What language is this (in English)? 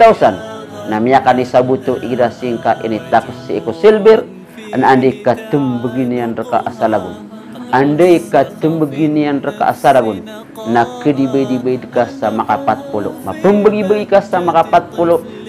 Maranao